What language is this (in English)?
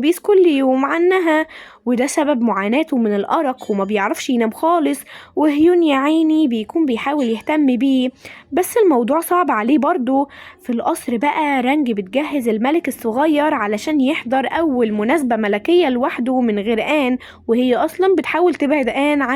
Egyptian Arabic